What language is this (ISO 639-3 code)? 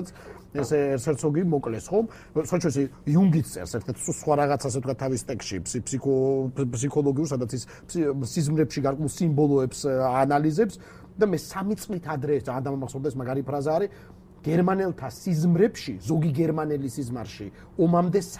kat